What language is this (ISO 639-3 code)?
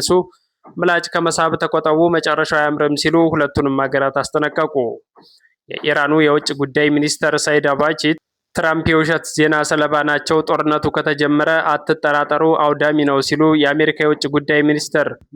amh